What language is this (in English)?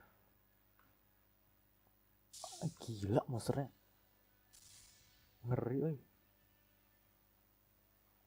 Indonesian